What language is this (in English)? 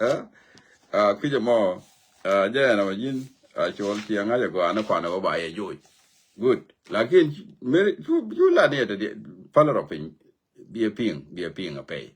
Nuer